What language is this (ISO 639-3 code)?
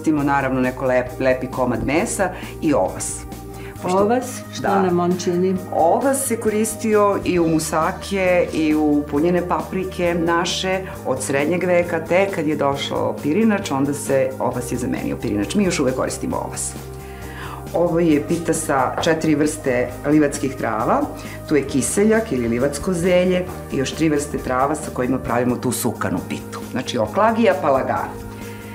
srp